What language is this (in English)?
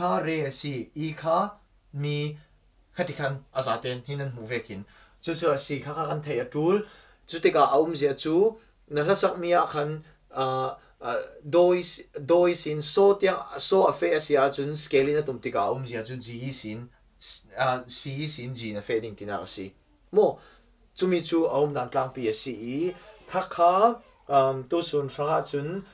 Falam Chin